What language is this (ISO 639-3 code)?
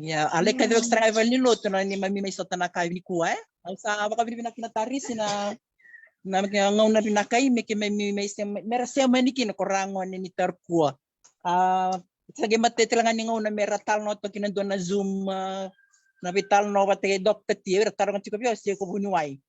fij